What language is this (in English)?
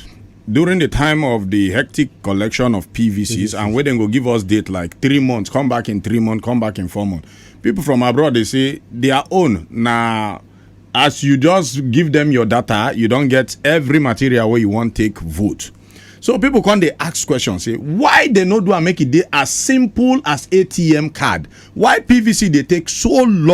Nigerian Pidgin